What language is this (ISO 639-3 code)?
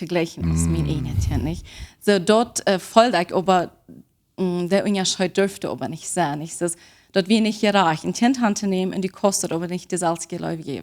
pdt